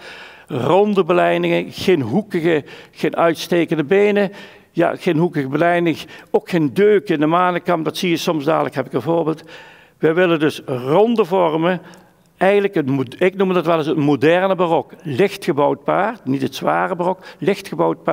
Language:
Dutch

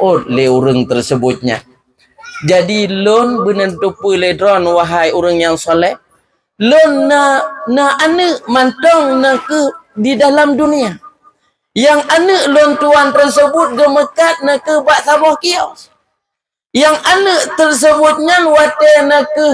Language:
Achinese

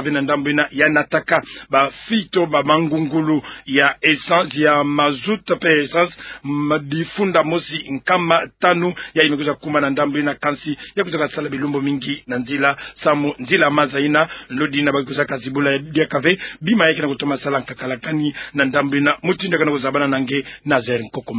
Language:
Kituba (Democratic Republic of Congo)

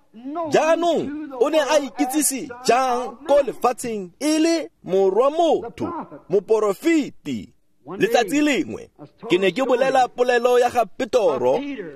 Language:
Tswana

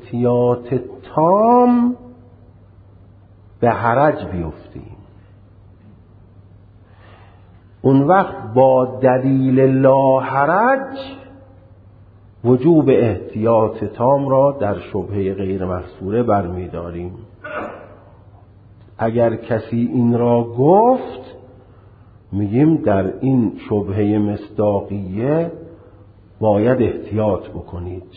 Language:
Persian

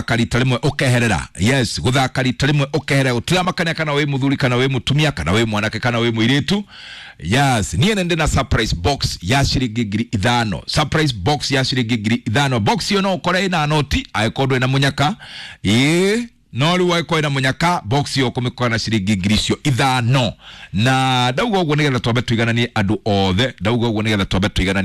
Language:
Kikuyu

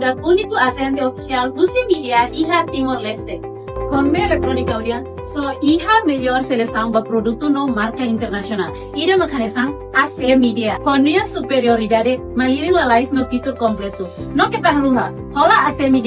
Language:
Tetum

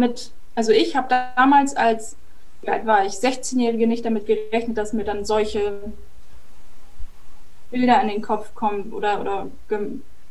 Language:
German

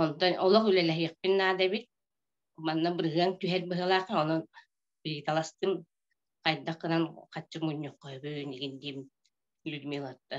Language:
Yakut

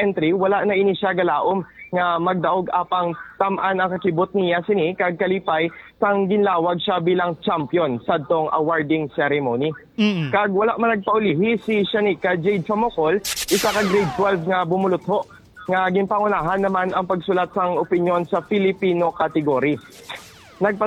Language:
Hiligaynon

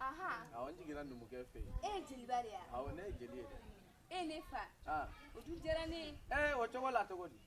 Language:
Bambara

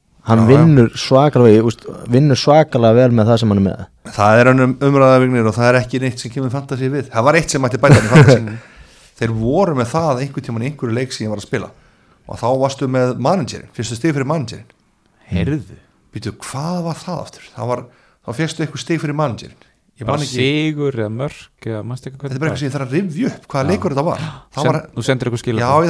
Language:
Icelandic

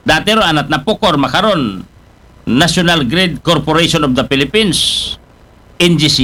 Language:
Aklanon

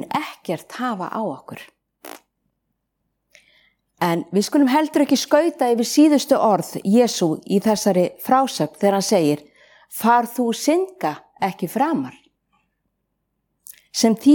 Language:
Icelandic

